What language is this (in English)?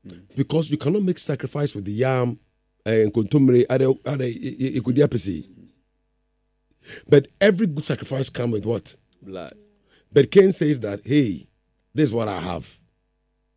English